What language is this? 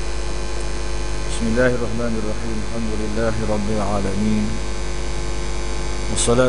Malay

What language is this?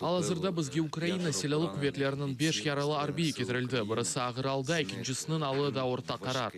Crimean Tatar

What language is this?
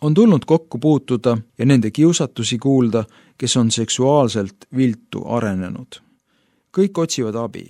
Estonian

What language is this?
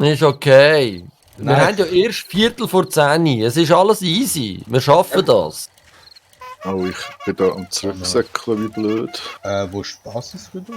Swiss German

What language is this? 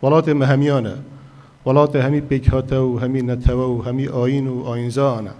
Kurdish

